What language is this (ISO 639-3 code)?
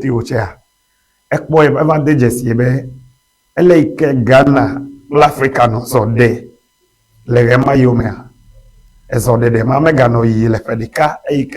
ewe